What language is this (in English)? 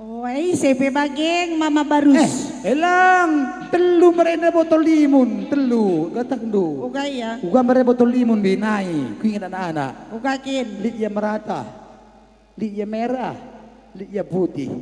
Batak Karo